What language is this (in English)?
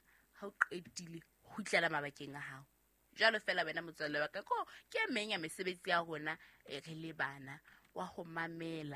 Southern Sotho